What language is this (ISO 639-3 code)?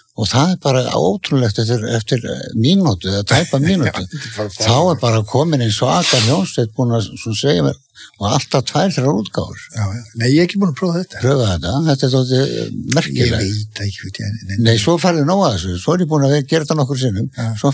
isl